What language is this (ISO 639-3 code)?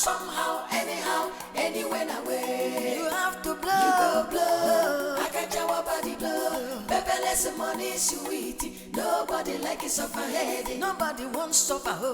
pcm